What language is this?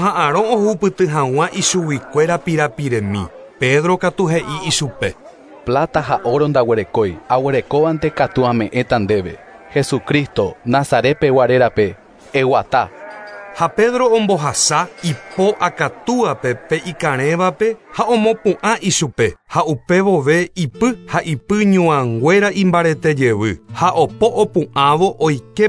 Guarani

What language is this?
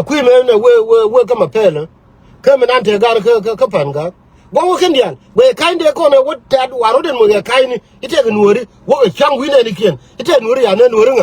Nuer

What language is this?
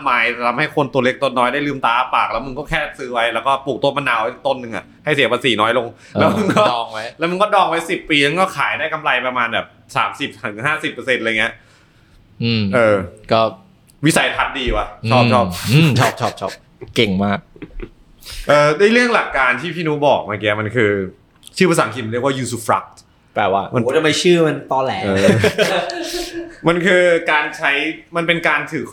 Thai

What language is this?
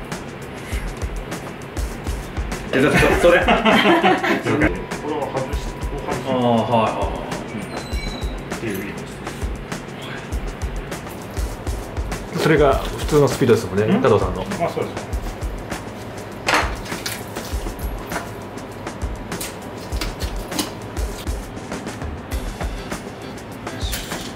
Japanese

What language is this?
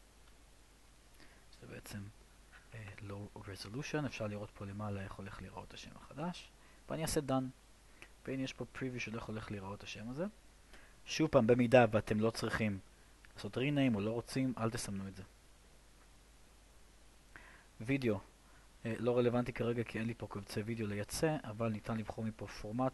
Hebrew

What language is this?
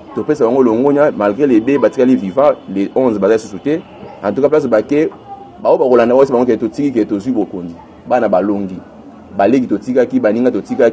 Lingala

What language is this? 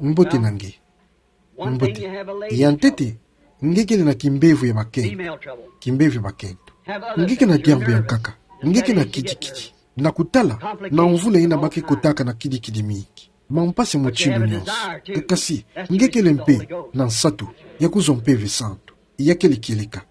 Kituba (Democratic Republic of Congo)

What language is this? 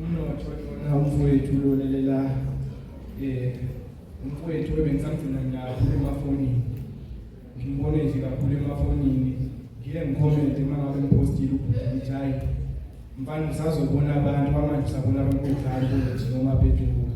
Zulu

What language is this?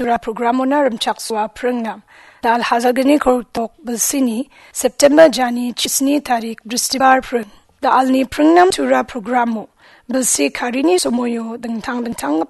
Garo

